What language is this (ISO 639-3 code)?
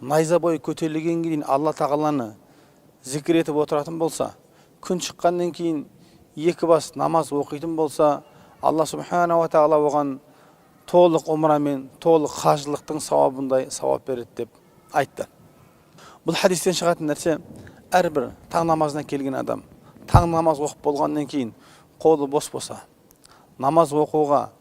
kaz